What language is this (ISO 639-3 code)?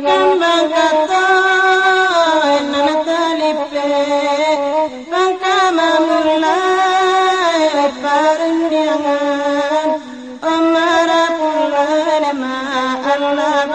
min